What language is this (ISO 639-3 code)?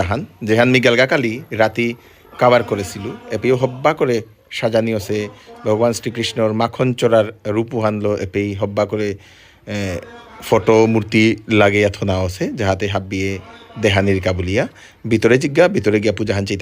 bpy